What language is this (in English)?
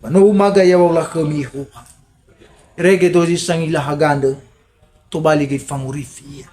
Nias